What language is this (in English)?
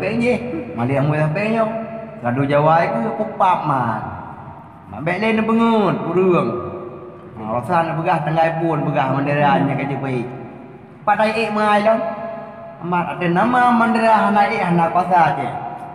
Achinese